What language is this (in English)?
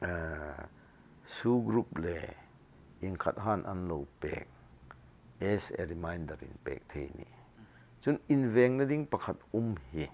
Hmar